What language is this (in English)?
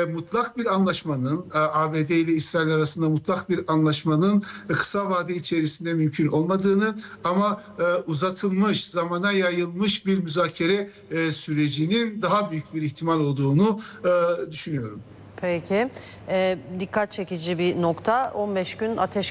Turkish